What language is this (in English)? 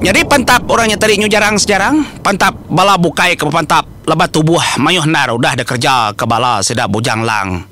Iban